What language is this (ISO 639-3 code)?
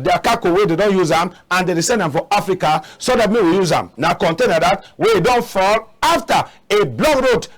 wes